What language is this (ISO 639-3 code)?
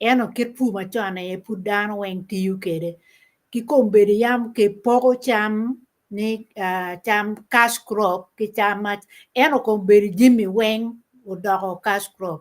ach